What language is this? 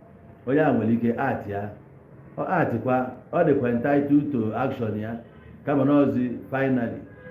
Igbo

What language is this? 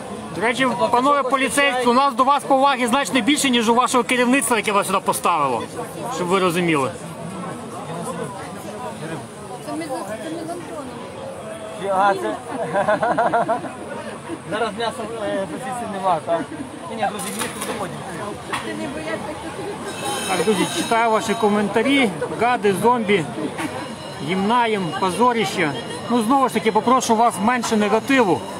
Ukrainian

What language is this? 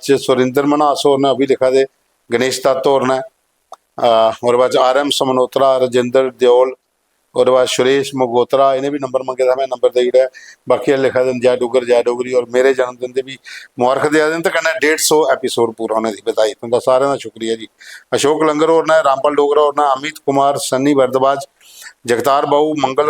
Dogri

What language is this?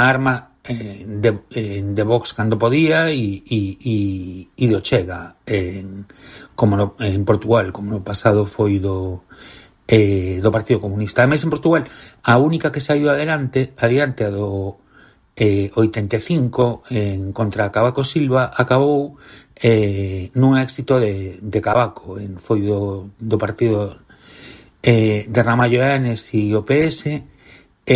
Galician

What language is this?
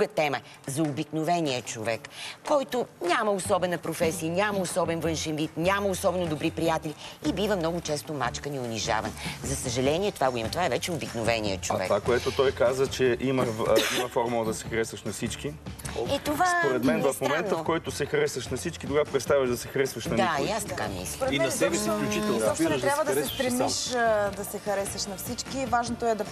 Bulgarian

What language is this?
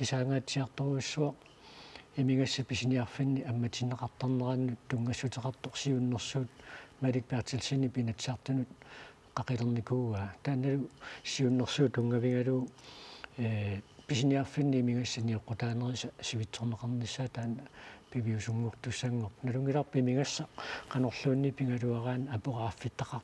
Kalaallisut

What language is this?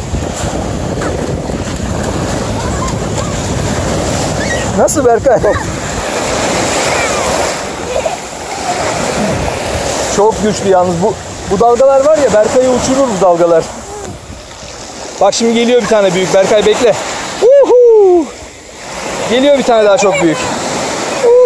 Turkish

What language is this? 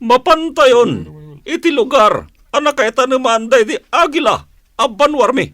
Iloko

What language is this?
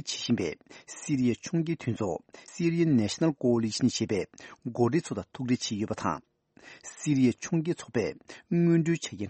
Tibetan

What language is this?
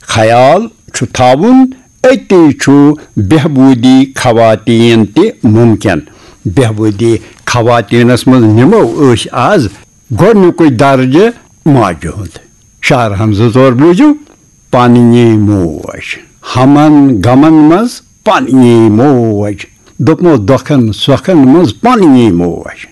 Kashmiri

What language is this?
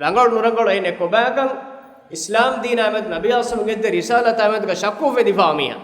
Divehi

